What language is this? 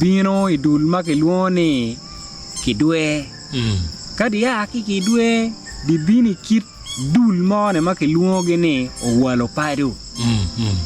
Acoli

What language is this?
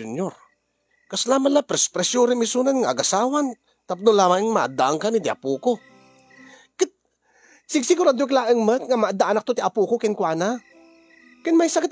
Iloko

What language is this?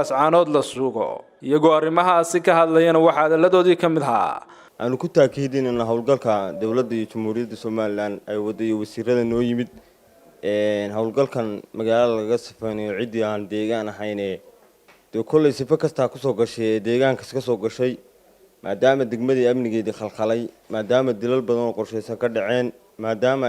Somali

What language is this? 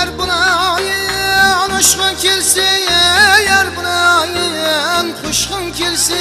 Kara-Kalpak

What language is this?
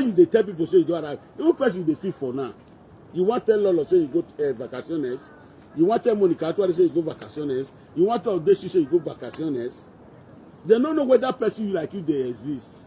Nigerian Pidgin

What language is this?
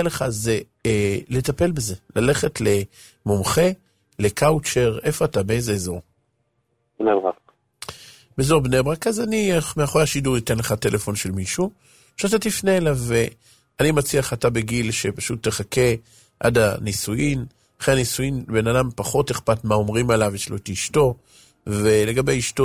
Hebrew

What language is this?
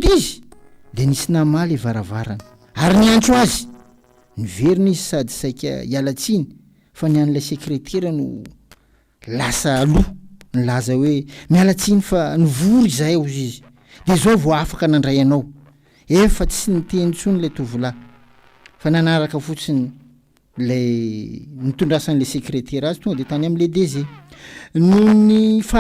Malagasy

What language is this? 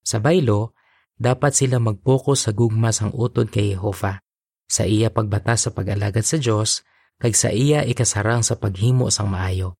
Hiligaynon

